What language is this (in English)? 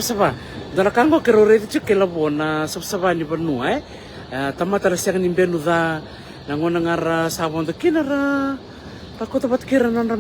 Fijian